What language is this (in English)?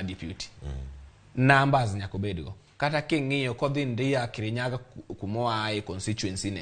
Luo (Kenya and Tanzania)